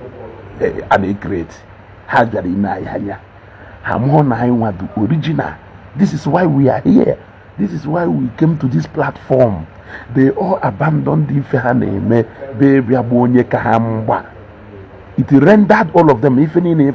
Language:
Igbo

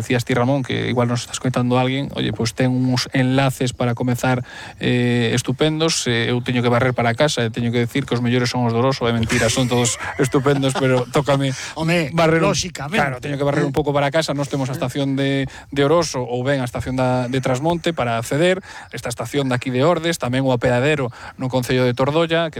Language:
Galician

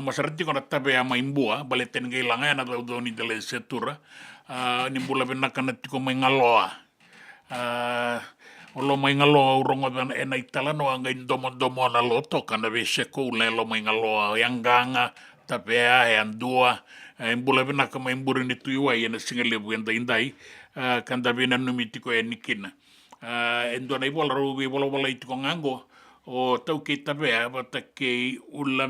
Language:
Fijian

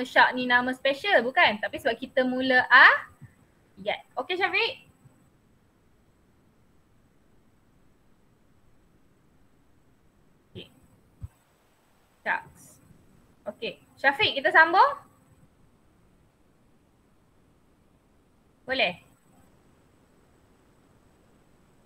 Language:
Malay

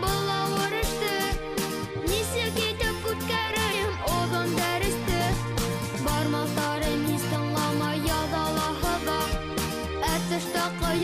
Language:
Bashkir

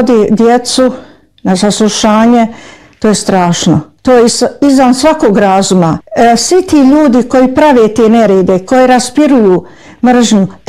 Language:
Bosnian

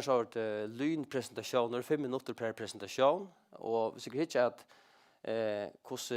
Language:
Faroese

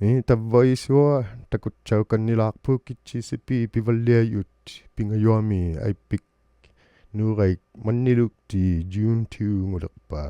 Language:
Inuktitut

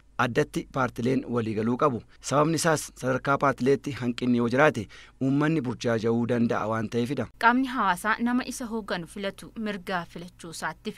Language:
Oromo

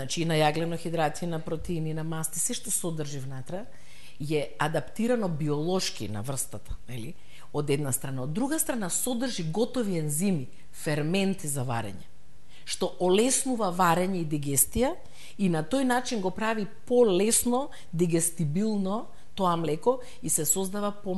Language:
Macedonian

